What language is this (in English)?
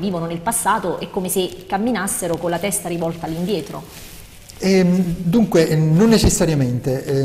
Italian